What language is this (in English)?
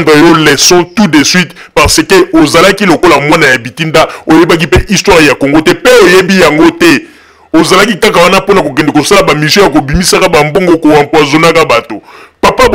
Lingala